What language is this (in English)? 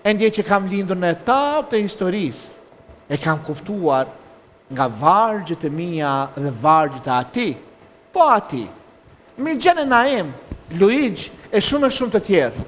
Albanian